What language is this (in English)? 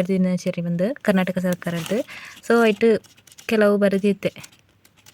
Tulu